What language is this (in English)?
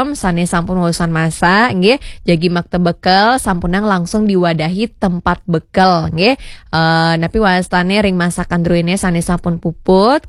Balinese